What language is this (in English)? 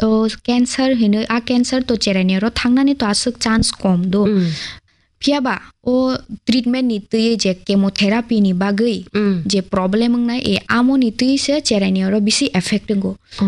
Kok Borok